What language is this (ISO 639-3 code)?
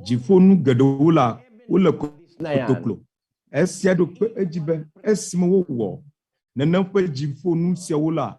ewe